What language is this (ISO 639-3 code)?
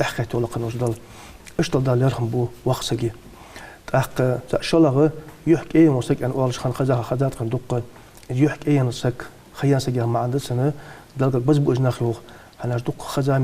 inh